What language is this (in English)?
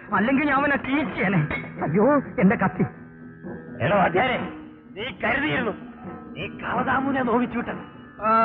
Malayalam